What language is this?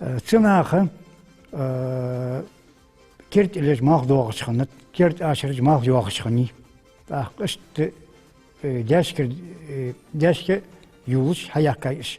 Ingush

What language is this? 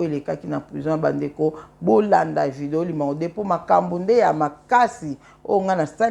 Lingala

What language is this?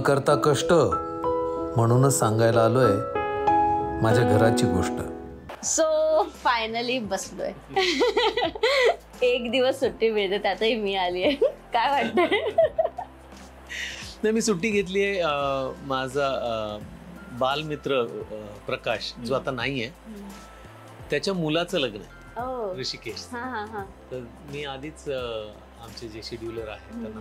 Marathi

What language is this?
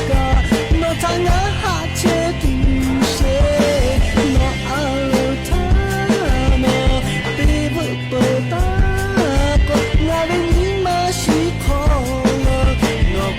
Lahu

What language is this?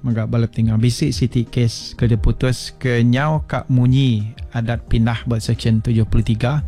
Iban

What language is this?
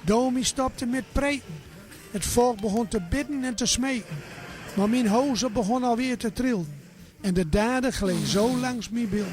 Gronings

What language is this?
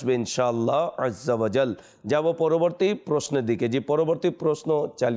Bangla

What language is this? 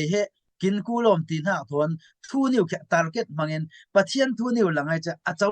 Falam Chin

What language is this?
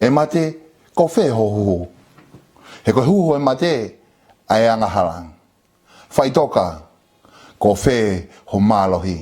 Tongan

